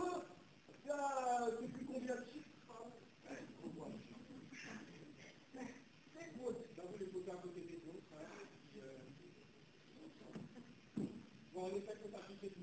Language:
French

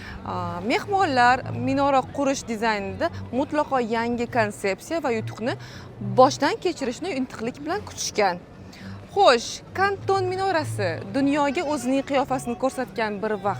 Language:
Uzbek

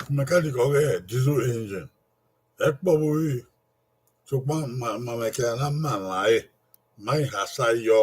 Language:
Bini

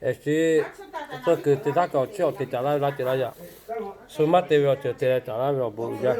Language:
Lahu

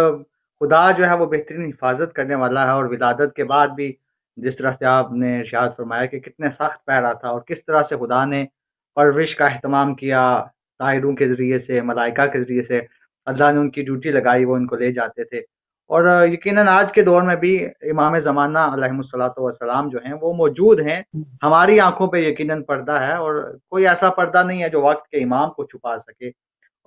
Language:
Urdu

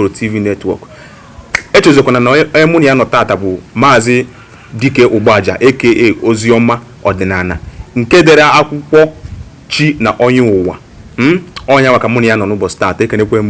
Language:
Igbo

